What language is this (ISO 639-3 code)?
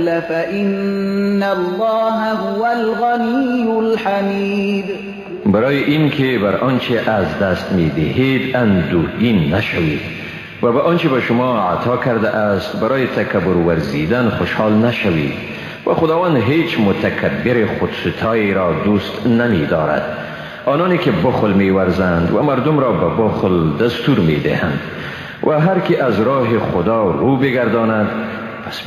fas